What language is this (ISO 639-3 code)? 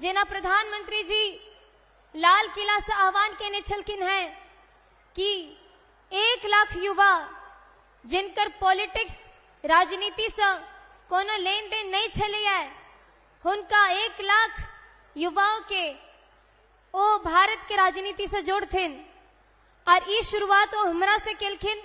mai